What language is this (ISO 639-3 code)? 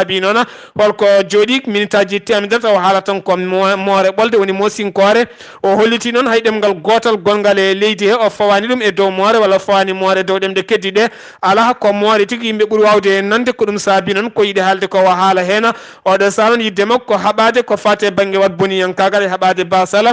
ful